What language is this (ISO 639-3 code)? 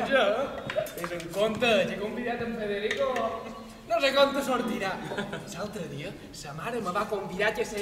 cat